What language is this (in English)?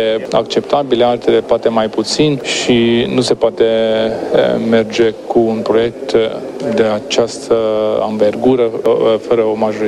Romanian